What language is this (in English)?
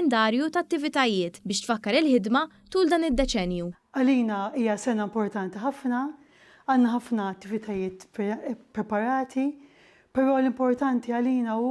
Maltese